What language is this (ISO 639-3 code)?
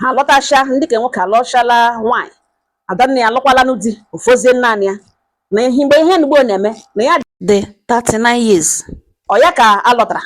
ibo